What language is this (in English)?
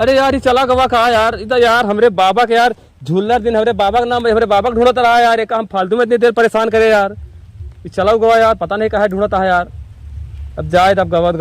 Awadhi